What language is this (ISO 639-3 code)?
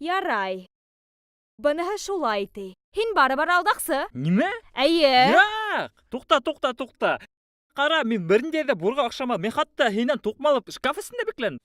bak